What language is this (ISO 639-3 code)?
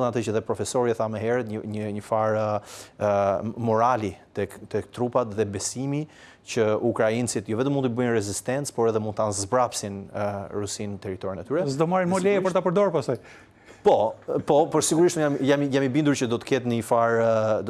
sqi